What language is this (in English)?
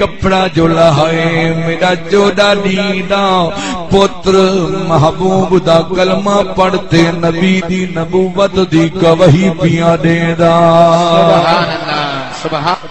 Saraiki